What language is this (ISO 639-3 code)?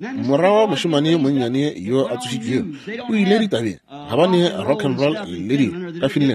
nso